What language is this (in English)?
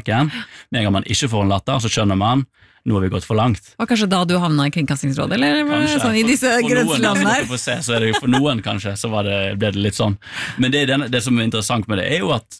Norwegian